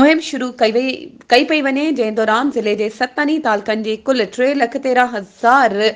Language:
Sindhi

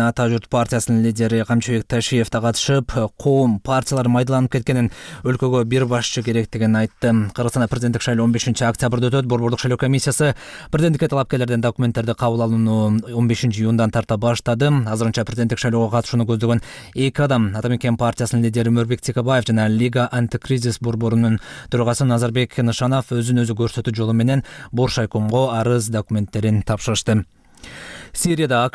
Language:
Kyrgyz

